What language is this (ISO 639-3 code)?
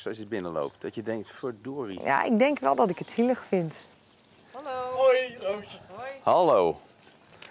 nld